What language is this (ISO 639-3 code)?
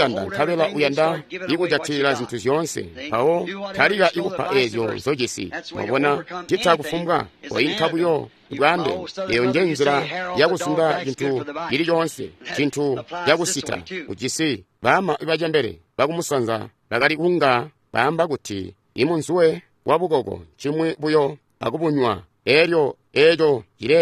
toi